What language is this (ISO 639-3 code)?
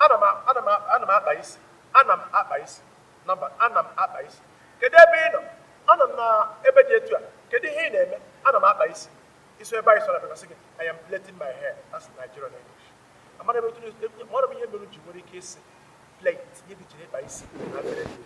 ibo